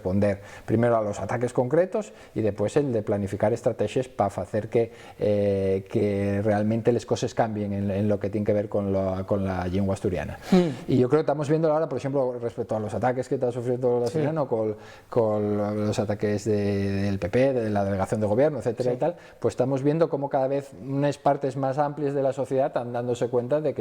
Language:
Asturian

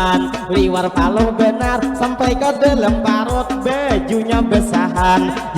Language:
Banjar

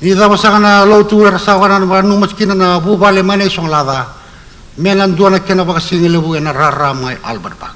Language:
Fijian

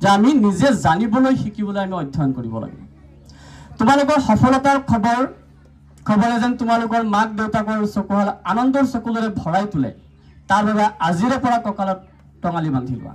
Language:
Assamese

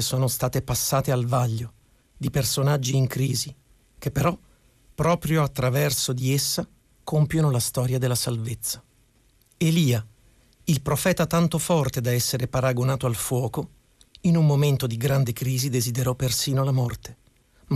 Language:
Italian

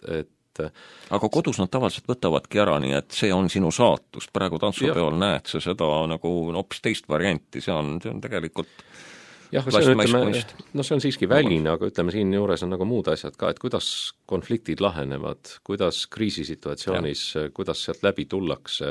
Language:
Estonian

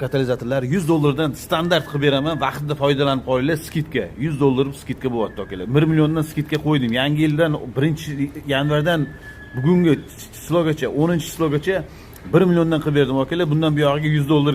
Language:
Uzbek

